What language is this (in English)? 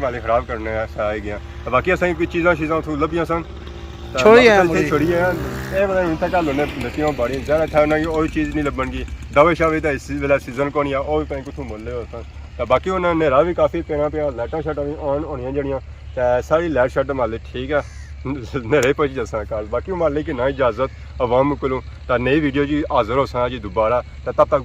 Pahari-Potwari